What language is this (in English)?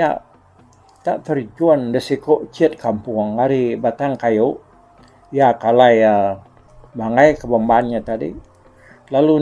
Iban